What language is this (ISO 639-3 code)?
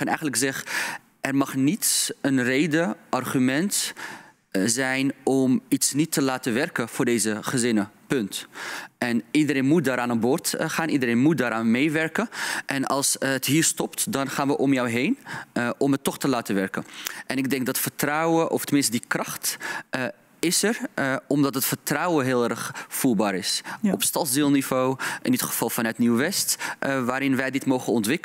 nld